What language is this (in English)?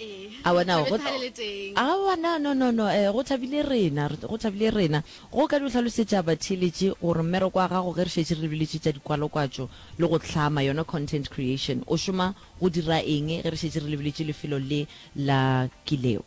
Northern Sotho